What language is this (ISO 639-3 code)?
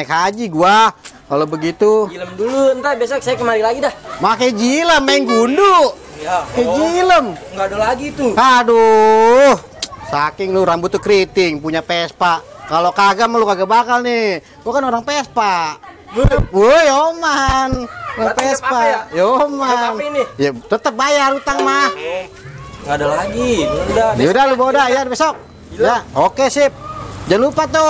bew